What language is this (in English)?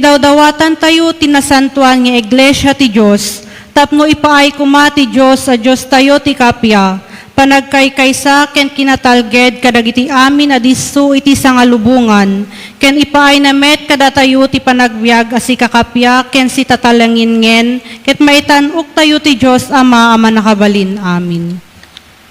Iloko